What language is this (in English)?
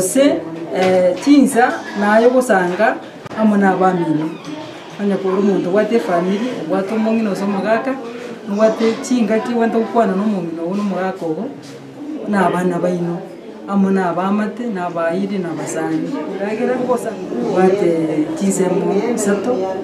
Gusii